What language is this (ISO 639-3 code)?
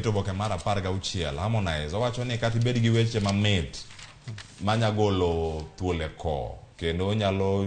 luo